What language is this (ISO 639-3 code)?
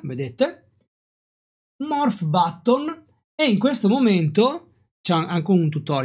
ita